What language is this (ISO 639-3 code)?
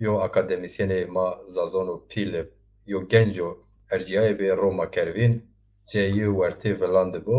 zza